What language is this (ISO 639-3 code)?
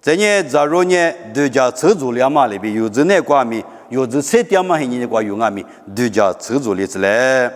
lis